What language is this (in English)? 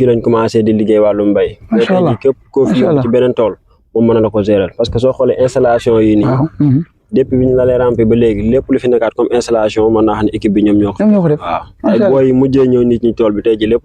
Wolof